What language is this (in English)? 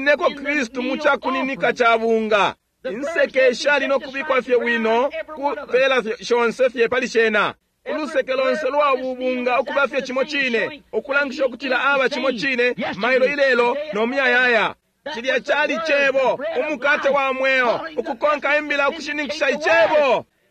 Bemba